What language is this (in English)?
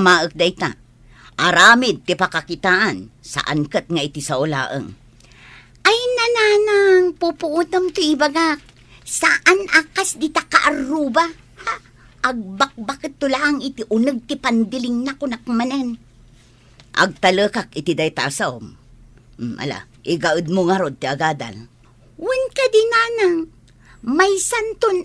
Iloko